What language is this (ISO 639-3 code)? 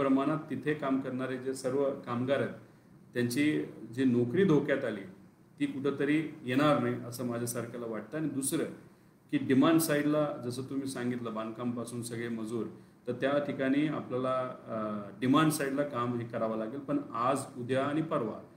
mar